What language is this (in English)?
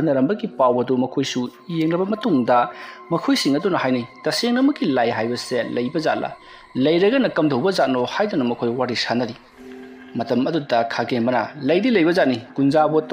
Manipuri